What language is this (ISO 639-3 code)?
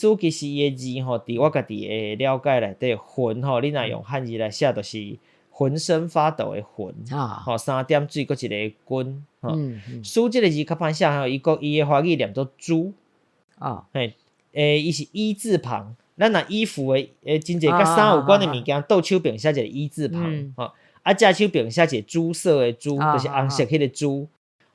nan